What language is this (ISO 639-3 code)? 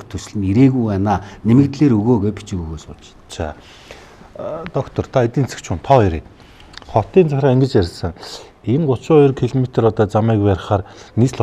mon